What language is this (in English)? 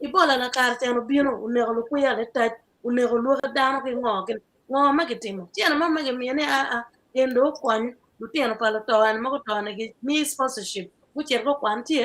Acoli